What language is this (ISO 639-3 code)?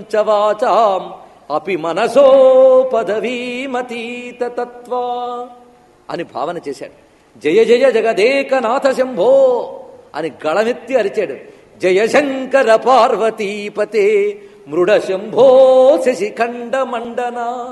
tel